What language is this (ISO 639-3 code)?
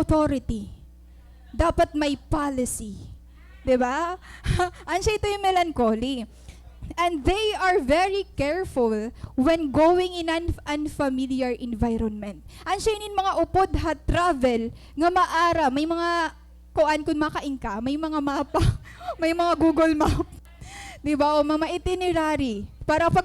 war